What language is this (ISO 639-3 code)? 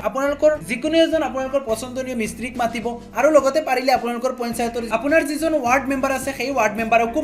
asm